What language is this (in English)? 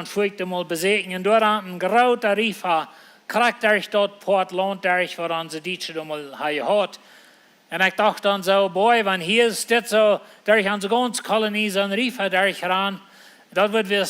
Plautdietsch